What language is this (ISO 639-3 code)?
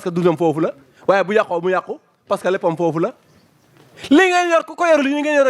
wol